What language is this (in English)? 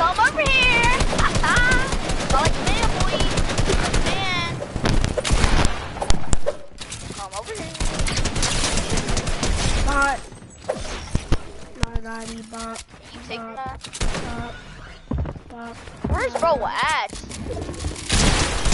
English